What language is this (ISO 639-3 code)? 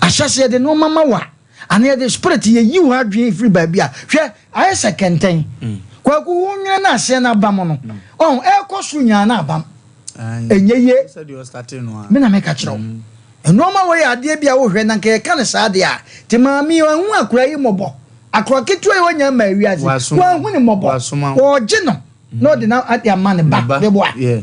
aka